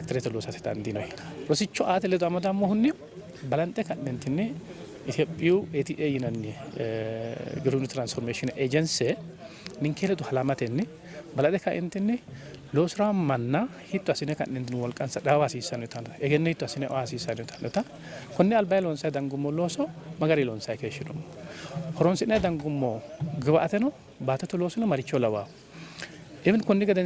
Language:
Sidamo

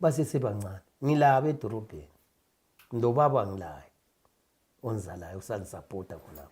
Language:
North Ndebele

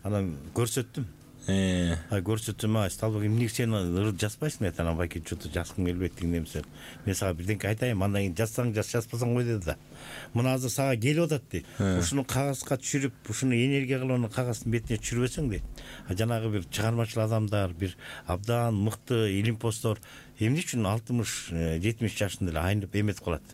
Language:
Kyrgyz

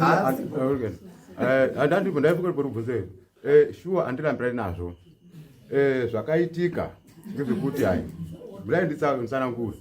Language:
Shona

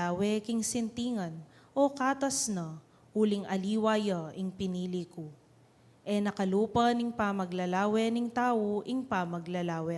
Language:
Pampanga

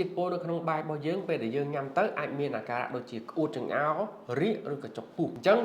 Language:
Khmer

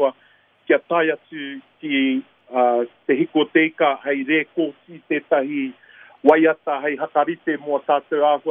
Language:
Māori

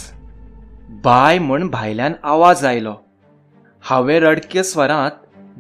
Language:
Konkani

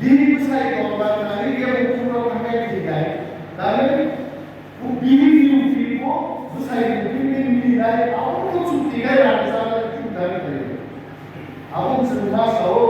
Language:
Kok Borok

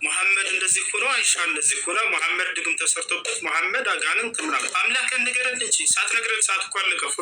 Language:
Amharic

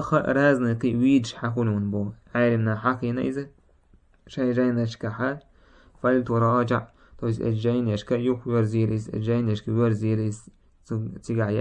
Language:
Chechen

